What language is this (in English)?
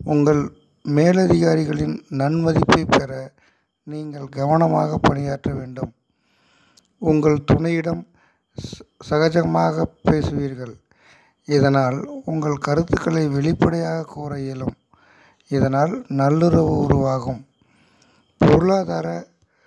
Tamil